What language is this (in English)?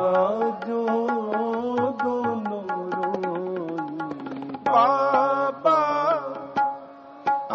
Hindi